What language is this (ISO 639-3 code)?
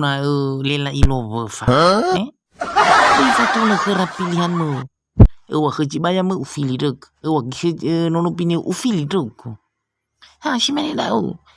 nia